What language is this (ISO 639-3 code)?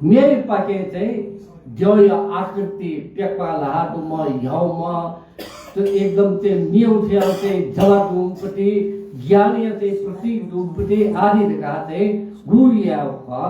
new